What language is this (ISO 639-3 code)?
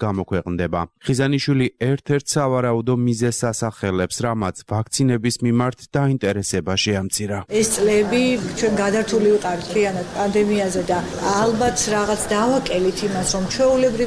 kat